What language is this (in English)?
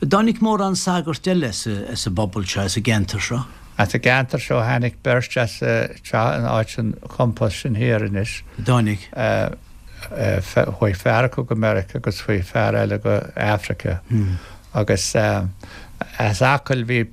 Irish